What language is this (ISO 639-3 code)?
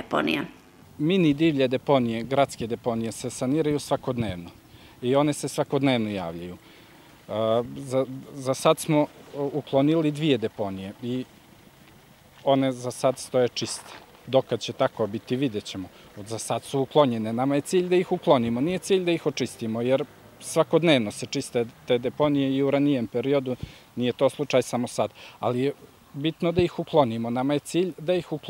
srp